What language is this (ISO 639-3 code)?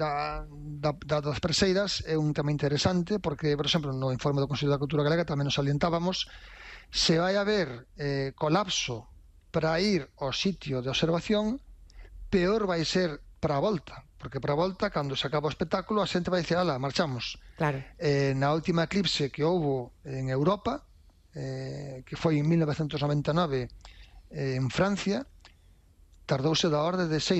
glg